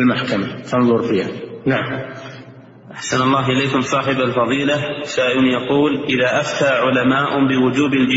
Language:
Arabic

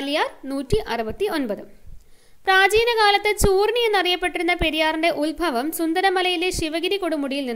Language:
Malayalam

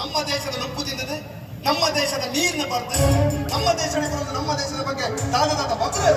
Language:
Tulu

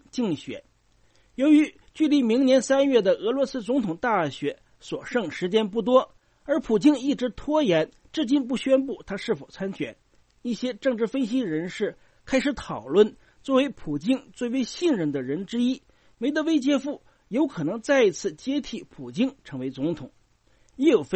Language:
Chinese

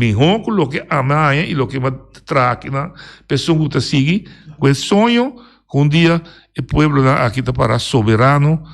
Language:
Papiamento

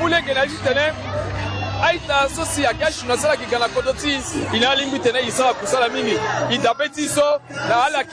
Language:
Sango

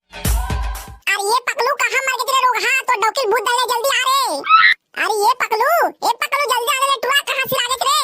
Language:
Chhattisgarhi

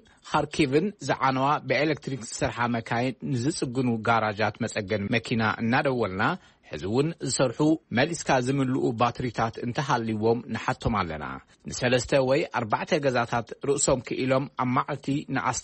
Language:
Tigrinya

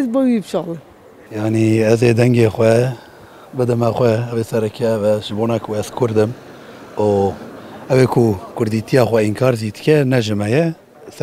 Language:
Kurdish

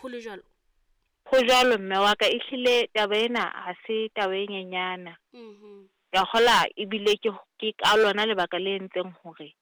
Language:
Southern Sotho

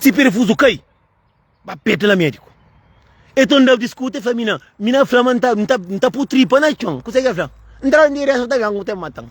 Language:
Kabuverdianu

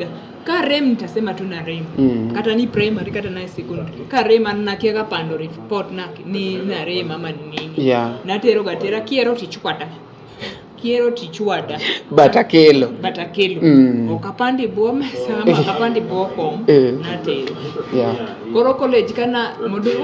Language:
Luo (Kenya and Tanzania)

